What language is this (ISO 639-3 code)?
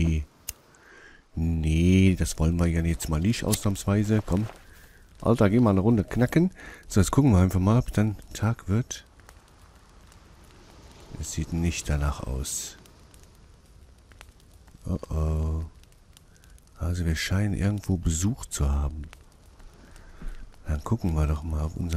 deu